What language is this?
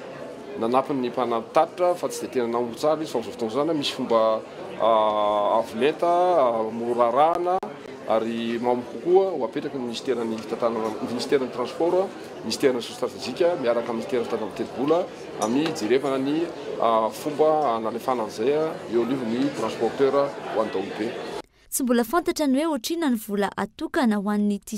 Malagasy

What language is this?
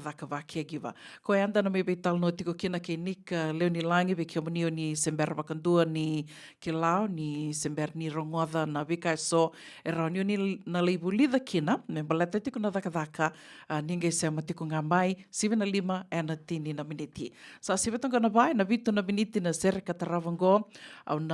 Fijian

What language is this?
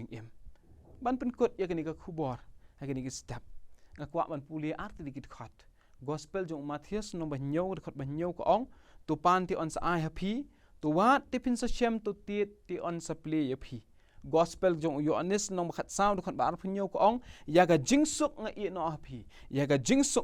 Khasi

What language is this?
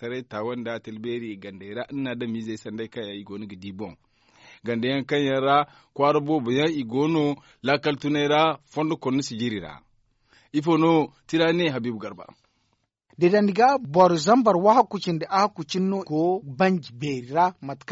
Zarma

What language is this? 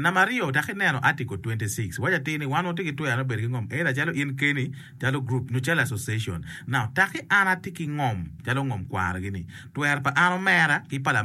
Acoli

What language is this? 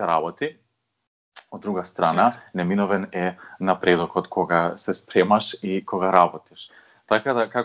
Macedonian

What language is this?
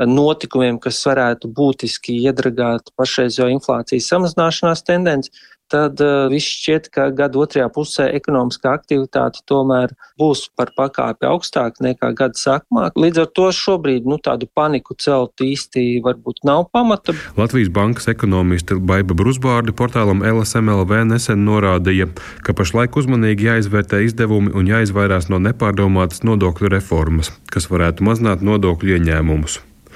Latvian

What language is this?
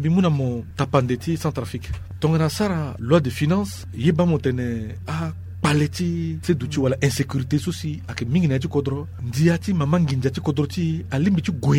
Sango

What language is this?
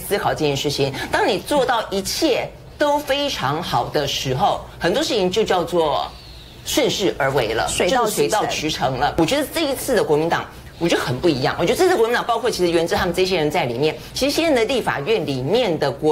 Chinese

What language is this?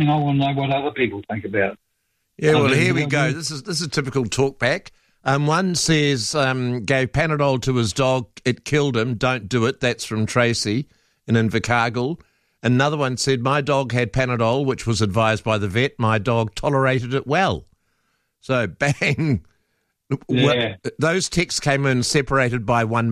English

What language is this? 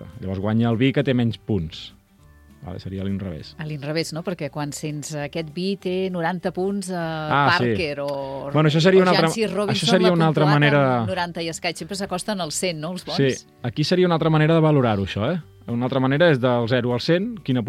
Catalan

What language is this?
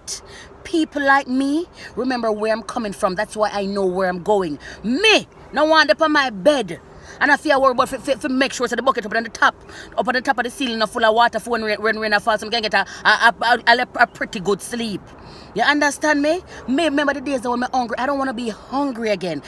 Jamaican Creole English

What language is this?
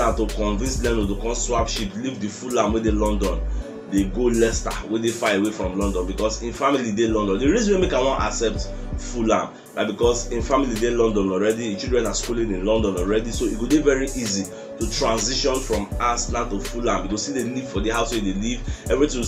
Nigerian Pidgin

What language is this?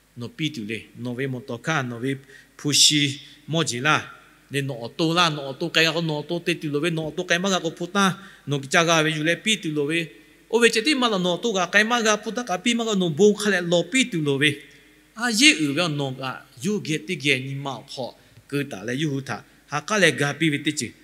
Lahu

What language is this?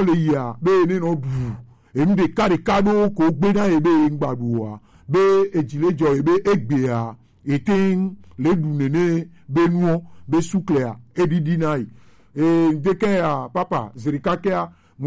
Gen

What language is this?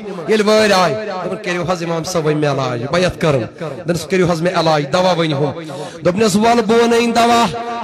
Kashmiri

